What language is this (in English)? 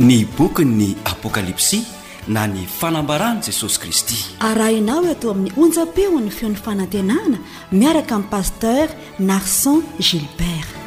Malagasy